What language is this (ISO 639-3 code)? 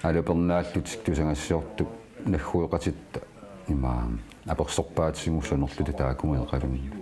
kal